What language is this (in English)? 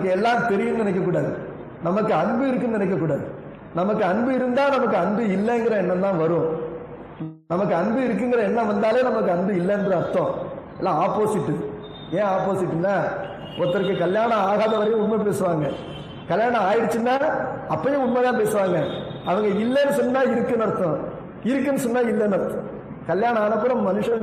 Tamil